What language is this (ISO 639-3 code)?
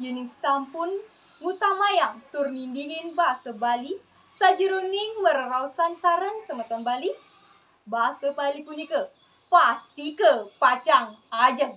ban